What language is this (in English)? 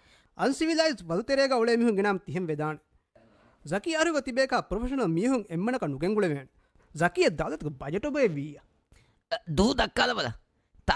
Divehi